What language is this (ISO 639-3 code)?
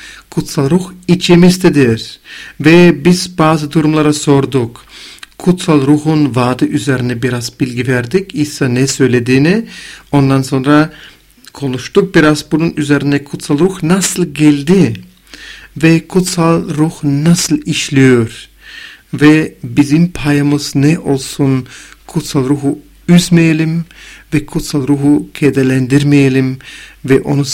tur